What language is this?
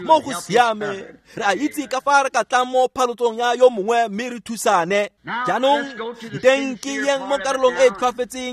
Tswana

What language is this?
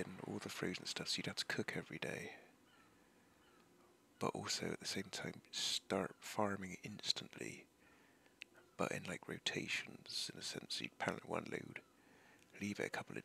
English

